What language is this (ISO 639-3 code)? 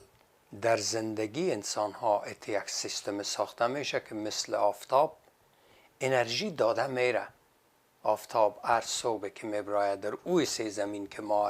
fas